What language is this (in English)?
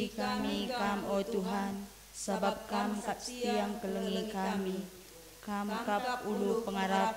Batak Karo